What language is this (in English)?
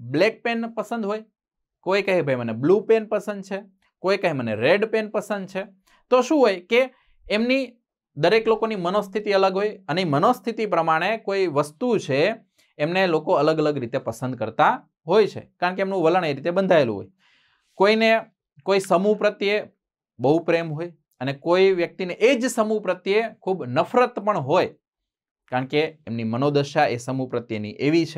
Gujarati